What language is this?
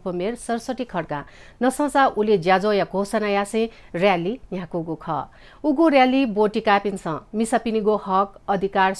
Newari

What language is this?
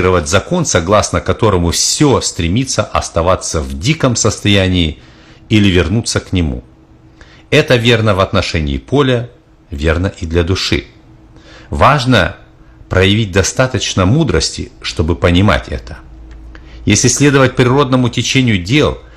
Russian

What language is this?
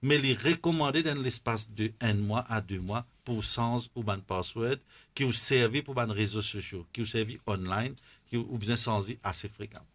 Morisyen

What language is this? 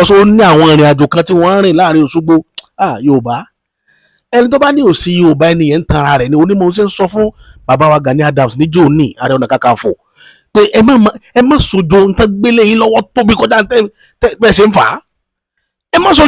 Yoruba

